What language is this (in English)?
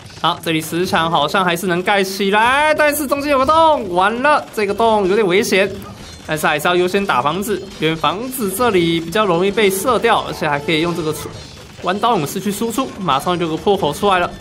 Chinese